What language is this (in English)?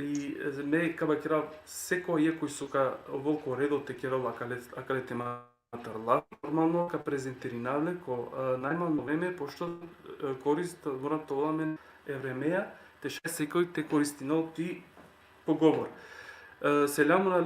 Balkan Romani